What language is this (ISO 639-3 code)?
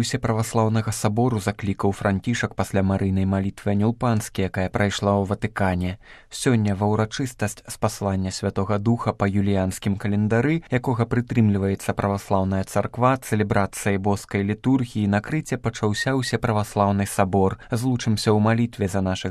bel